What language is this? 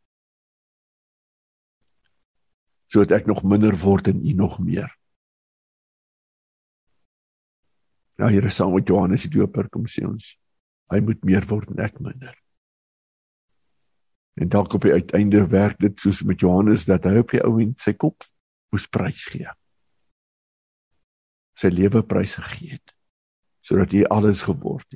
Afrikaans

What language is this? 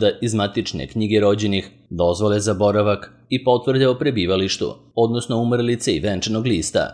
Serbian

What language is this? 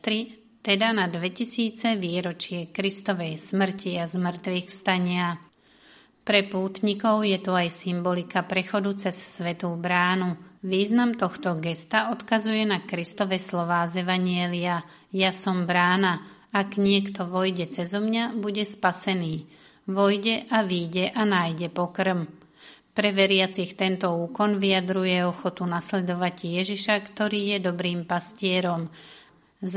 Slovak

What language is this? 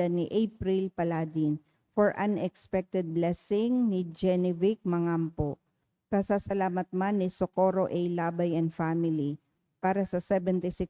Bikol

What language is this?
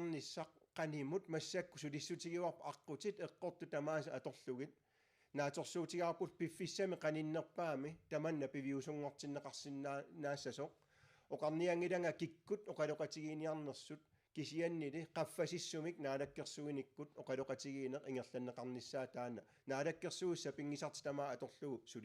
Kalaallisut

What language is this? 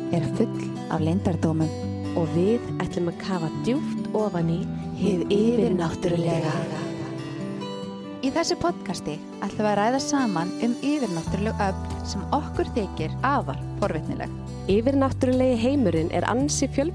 Icelandic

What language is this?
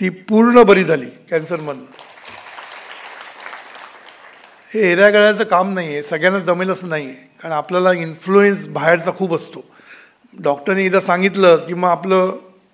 Marathi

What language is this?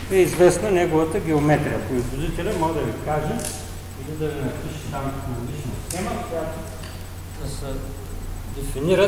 Bulgarian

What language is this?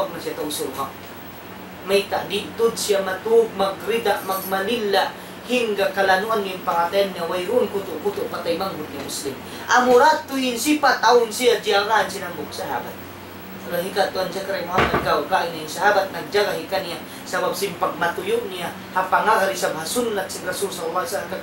Tausug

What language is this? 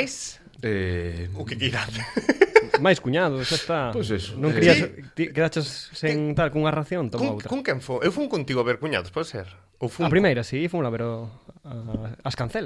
Galician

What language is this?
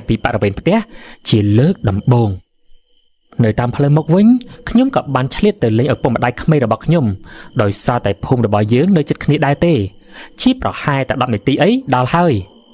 Khmer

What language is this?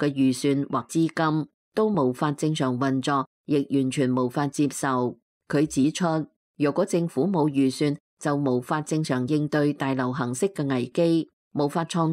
Cantonese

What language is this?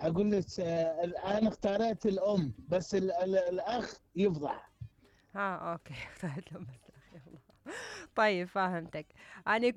Mesopotamian Arabic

